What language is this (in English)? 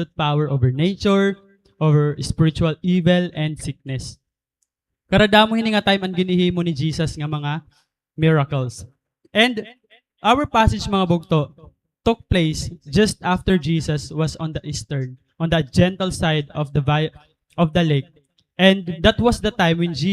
Waray